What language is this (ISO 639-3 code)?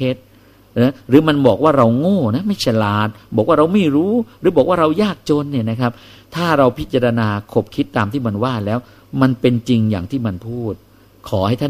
tha